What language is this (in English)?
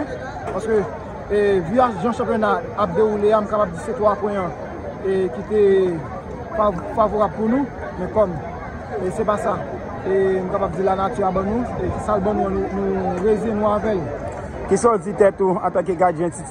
Haitian Creole